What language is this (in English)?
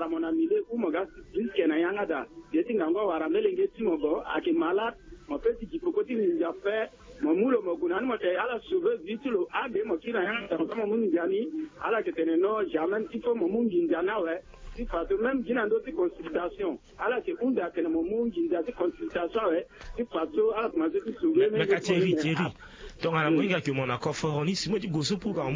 Sango